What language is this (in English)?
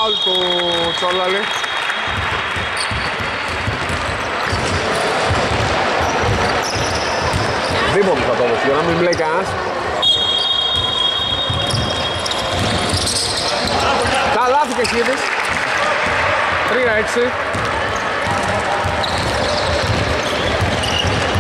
Greek